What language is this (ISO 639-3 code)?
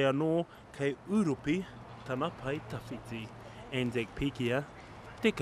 mri